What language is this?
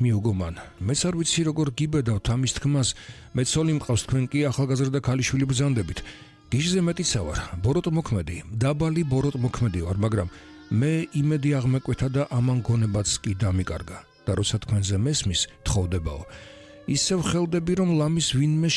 Georgian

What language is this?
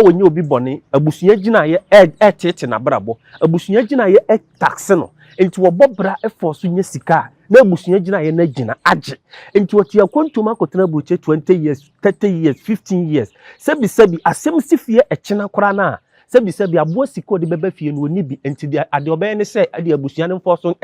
Akan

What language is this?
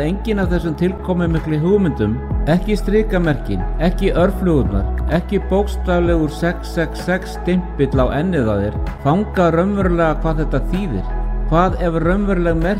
Icelandic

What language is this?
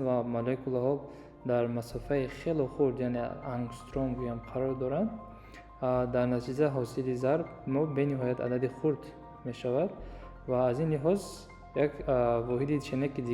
Tajik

